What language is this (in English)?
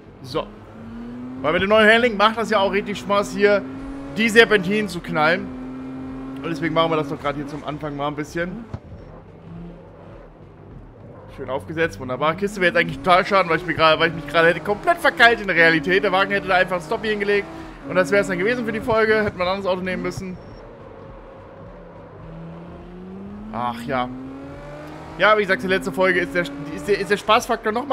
German